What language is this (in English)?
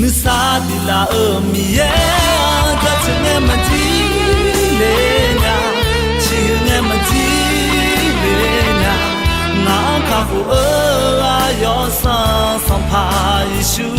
Akha